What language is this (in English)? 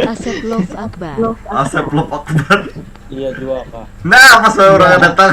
Banjar